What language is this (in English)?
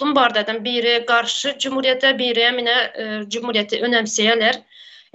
Turkmen